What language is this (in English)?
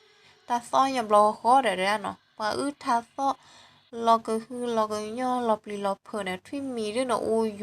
S'gaw Karen